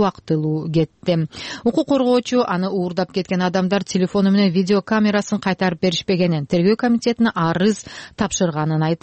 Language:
Kyrgyz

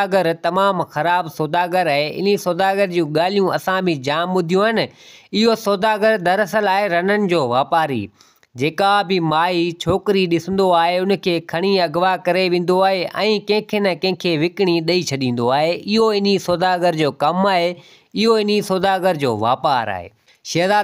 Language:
Sindhi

